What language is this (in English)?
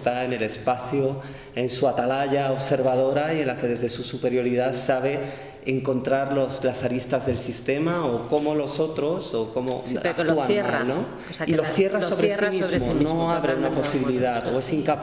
Spanish